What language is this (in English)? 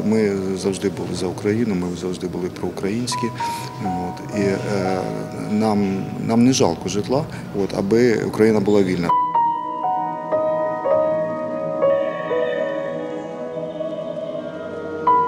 Ukrainian